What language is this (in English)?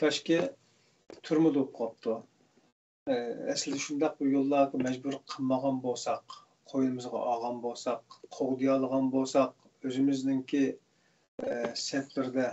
Uyghur